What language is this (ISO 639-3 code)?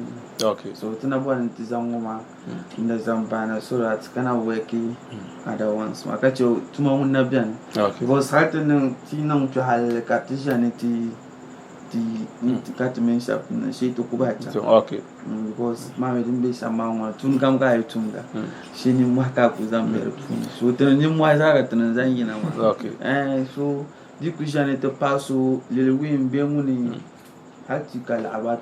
dag